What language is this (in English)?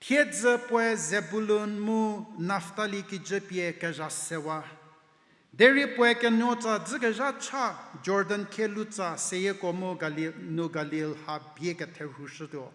Angami Naga